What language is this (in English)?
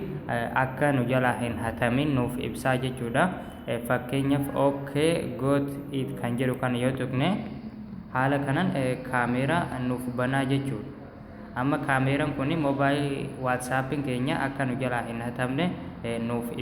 Oromo